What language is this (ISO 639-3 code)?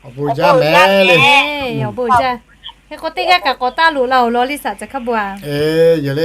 lhu